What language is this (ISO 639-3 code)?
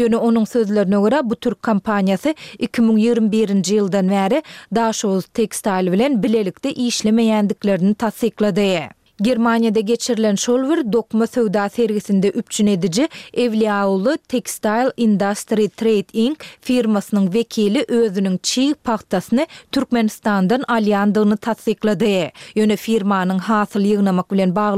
tuk